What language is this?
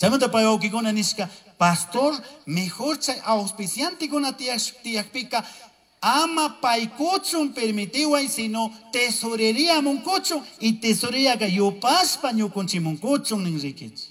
Chimborazo Highland Quichua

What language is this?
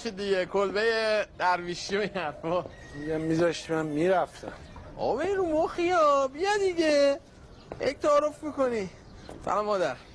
Persian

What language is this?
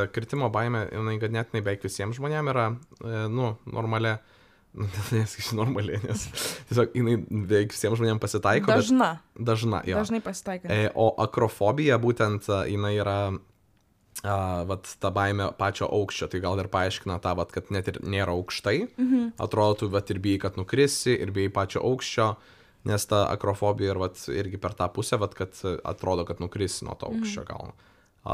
Lithuanian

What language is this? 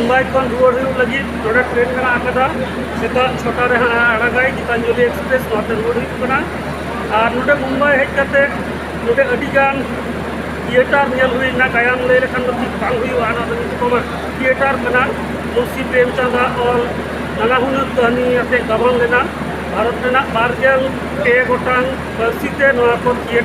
Santali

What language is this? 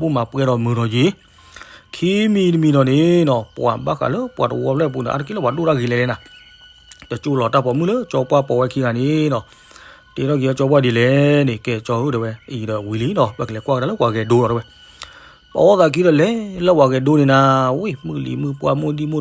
S'gaw Karen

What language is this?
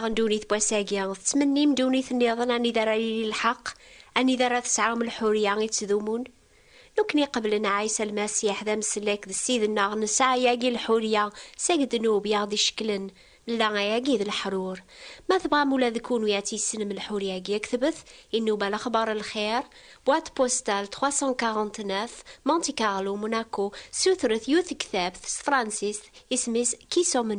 Kabyle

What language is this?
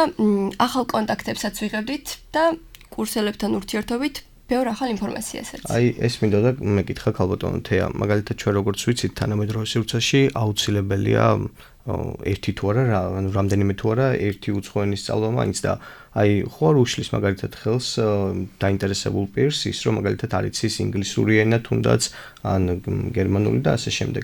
Georgian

